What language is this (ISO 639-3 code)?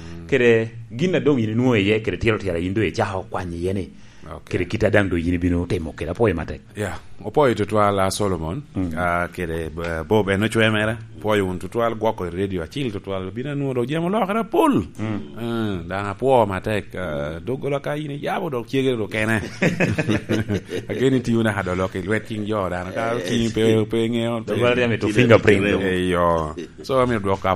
laj